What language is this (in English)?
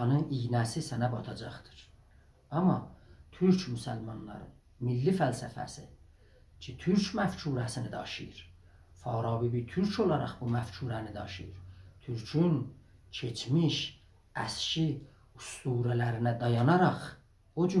South Azerbaijani